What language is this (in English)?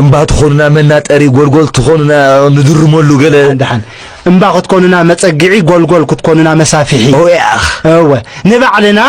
Tigrinya